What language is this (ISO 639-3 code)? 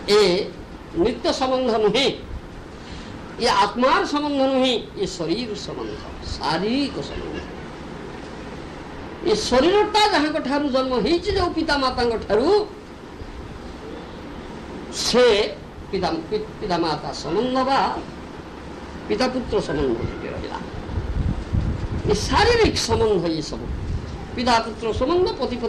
ori